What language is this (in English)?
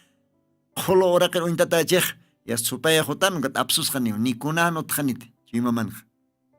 Aymara